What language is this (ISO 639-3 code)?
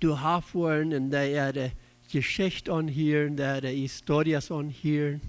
pdt